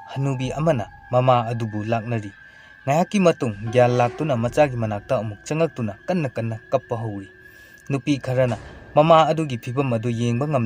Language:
Manipuri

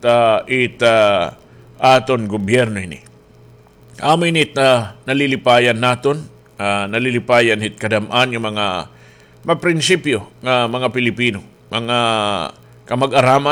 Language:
Waray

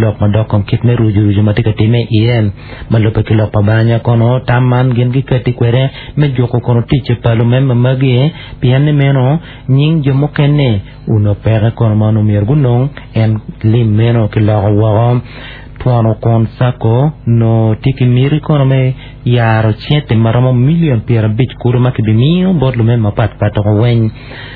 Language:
Acoli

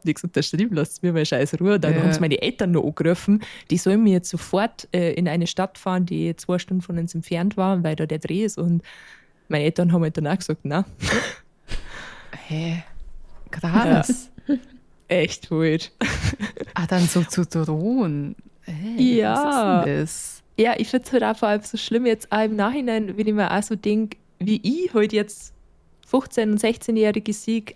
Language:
Bavarian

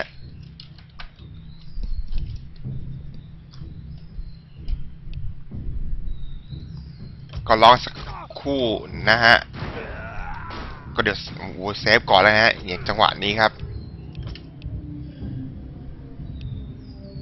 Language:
Thai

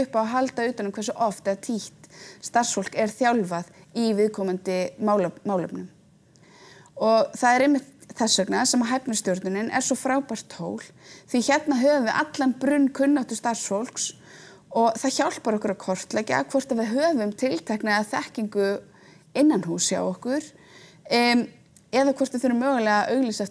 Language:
Icelandic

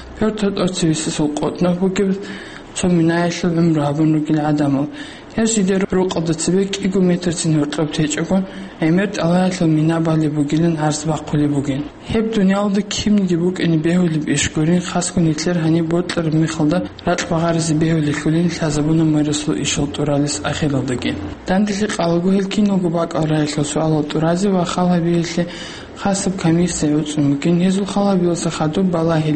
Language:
Avaric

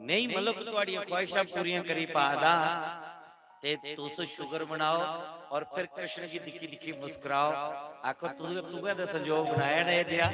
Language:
Dogri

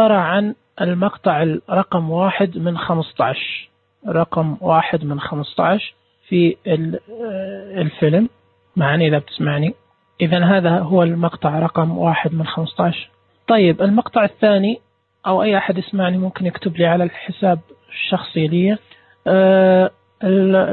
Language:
Najdi Arabic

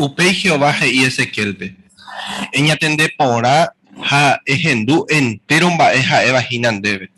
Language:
Guarani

